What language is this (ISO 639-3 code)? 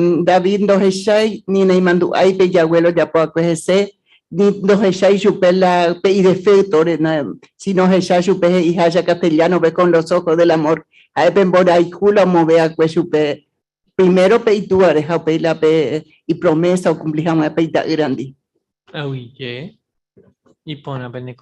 grn